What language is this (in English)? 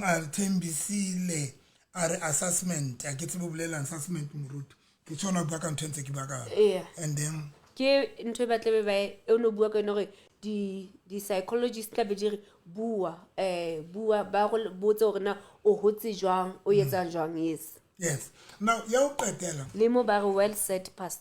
Southern Sotho